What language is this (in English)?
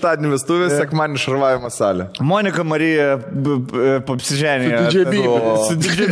Lithuanian